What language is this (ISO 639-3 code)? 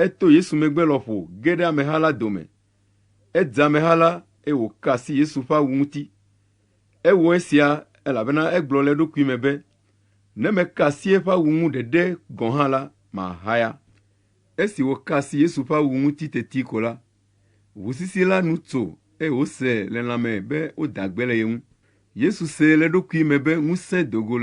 ewe